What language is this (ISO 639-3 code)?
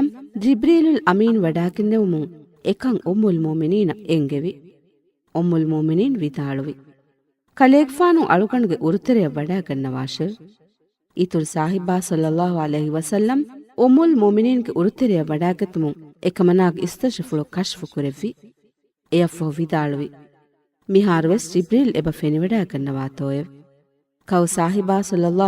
div